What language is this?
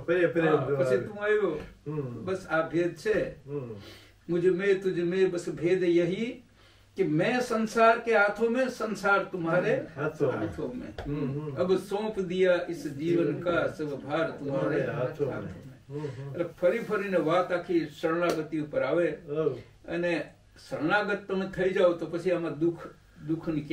Gujarati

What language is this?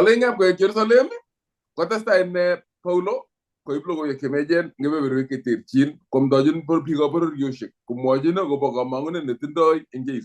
Kalenjin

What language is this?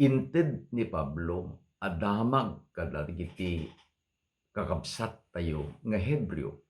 Iloko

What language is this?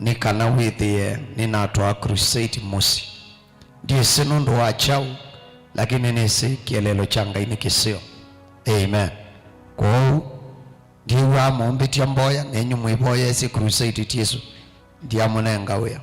Kamba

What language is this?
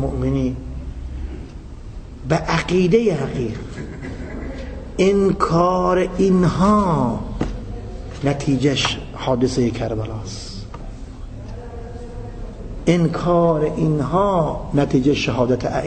Persian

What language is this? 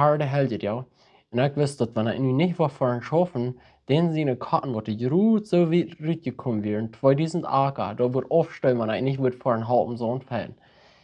Plautdietsch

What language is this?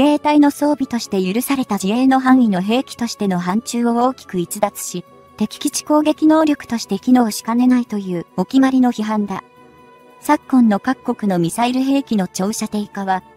Japanese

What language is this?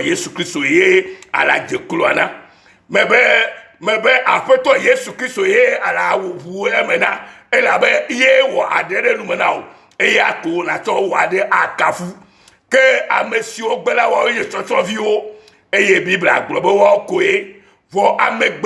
Ewe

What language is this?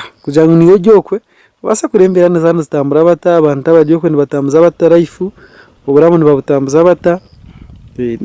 Nyankole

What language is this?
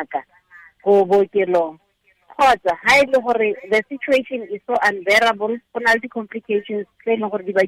Tswana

